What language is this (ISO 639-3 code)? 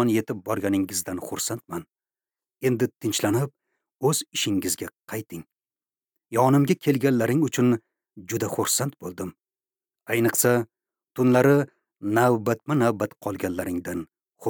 uzb